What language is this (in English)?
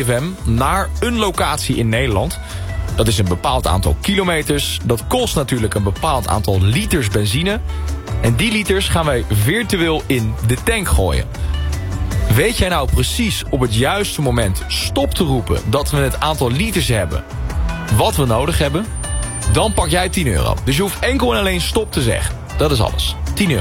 Dutch